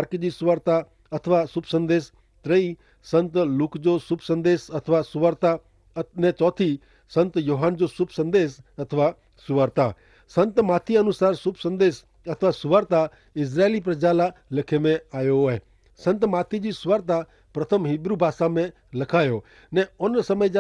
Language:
Kachhi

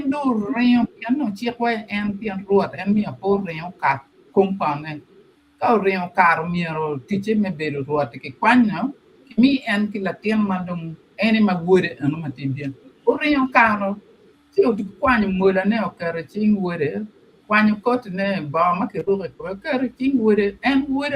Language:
Acoli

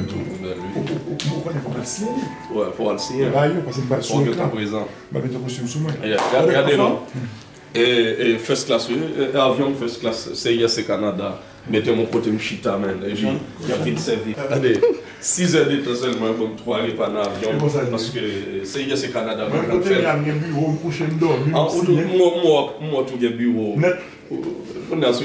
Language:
Haitian Creole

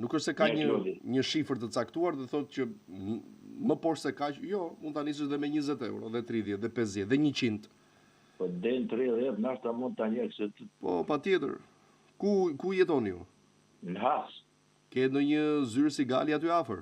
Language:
Albanian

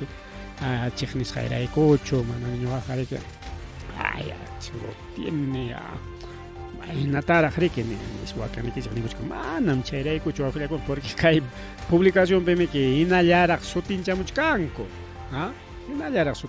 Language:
Ayacucho Quechua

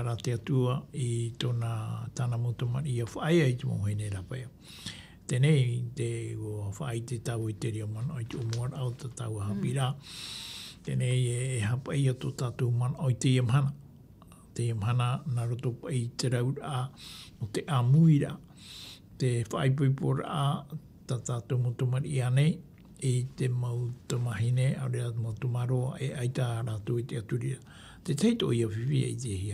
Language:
Tahitian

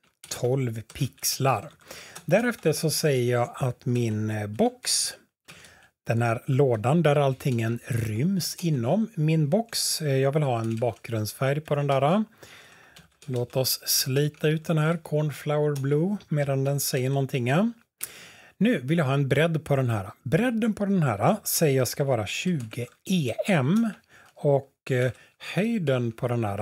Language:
Swedish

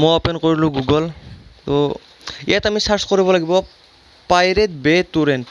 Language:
Assamese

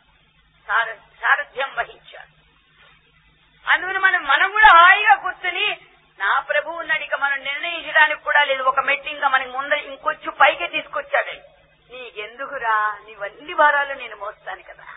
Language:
Telugu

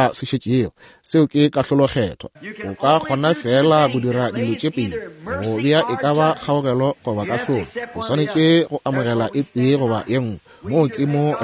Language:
Northern Sotho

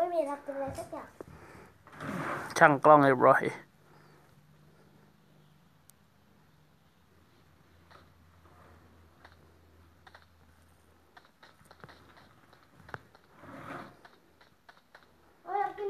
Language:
Thai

